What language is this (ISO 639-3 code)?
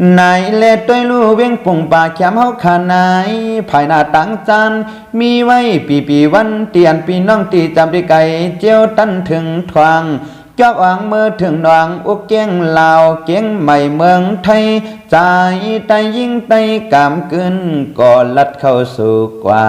shn